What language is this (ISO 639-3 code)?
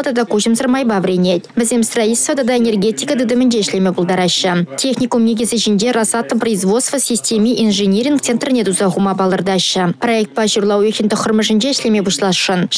chv